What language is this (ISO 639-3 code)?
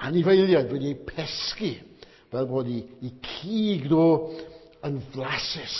cym